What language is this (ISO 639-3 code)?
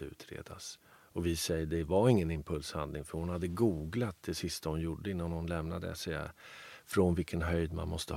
swe